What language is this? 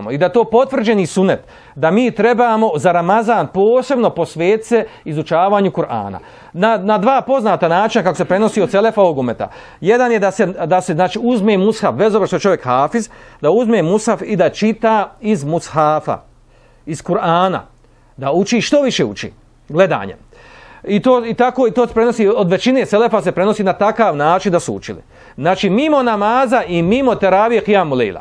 Bosnian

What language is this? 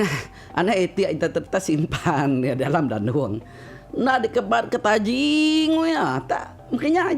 Iban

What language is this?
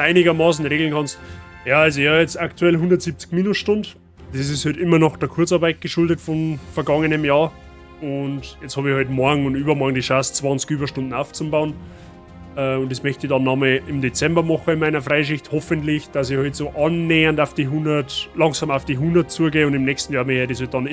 Bavarian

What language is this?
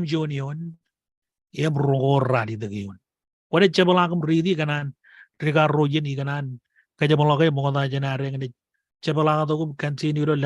Marshallese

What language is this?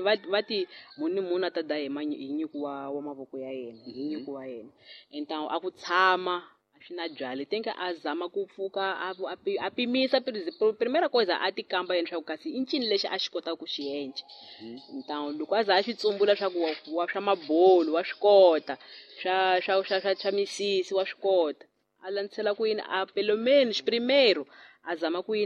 Tsonga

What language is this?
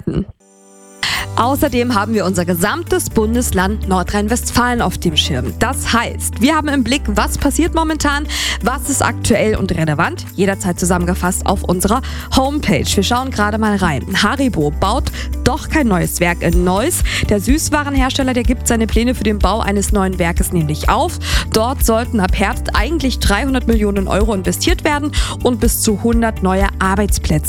German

